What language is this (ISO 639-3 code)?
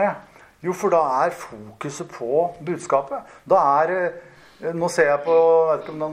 nor